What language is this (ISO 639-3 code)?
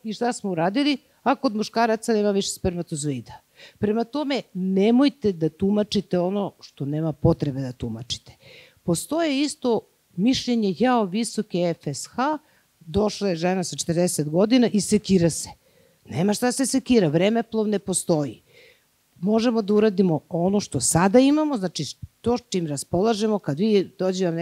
srp